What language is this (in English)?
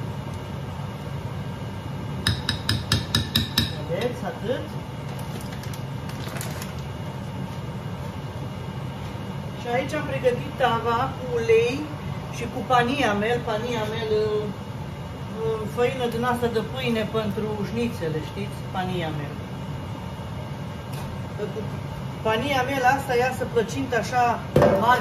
Romanian